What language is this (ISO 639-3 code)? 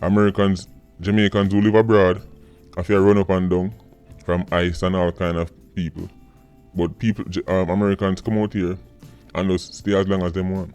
jam